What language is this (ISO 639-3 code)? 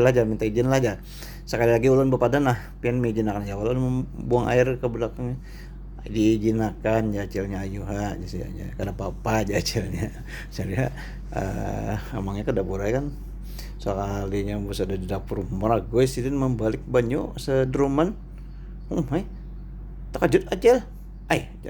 bjn